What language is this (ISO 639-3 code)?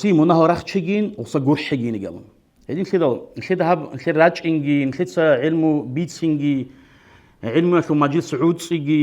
ava